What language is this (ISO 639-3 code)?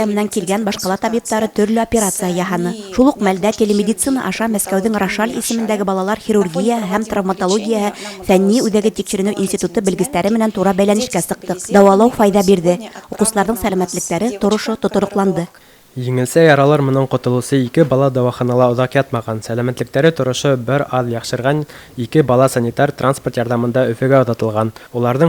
bak